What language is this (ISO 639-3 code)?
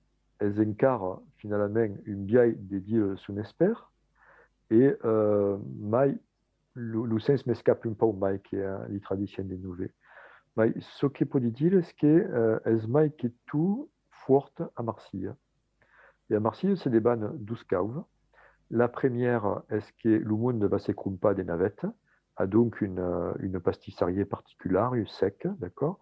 oci